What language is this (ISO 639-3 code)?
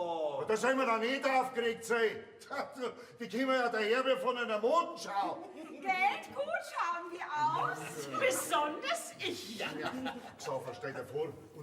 bar